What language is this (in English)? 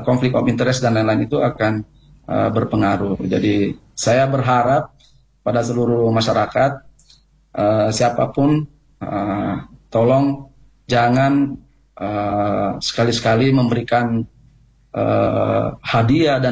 Indonesian